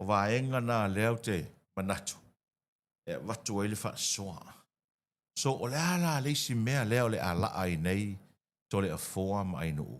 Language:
Samoan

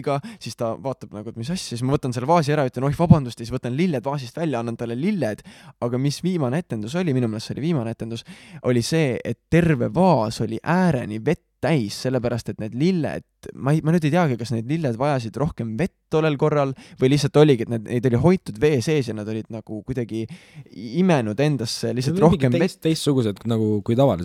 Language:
Estonian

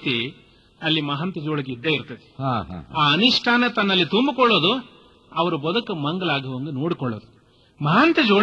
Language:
Kannada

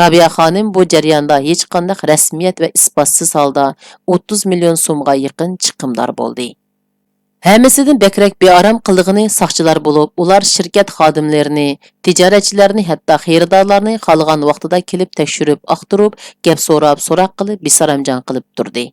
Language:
Uyghur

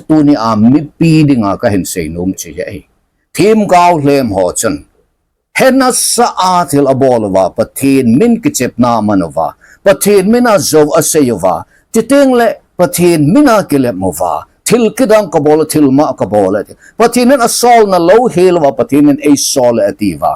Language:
Thado Chin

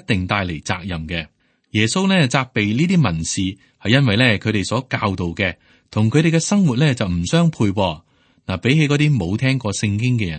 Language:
Cantonese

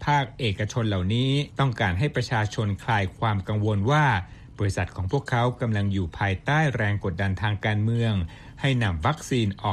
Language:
Thai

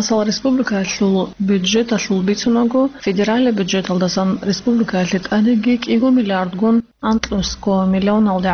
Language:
Avaric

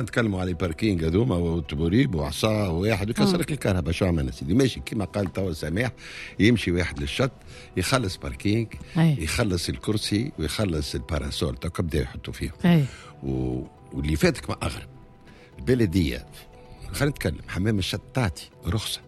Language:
Tunisian Arabic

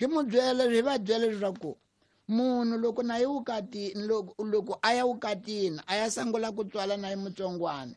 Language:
Tsonga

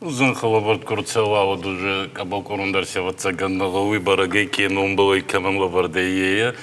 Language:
Ossetic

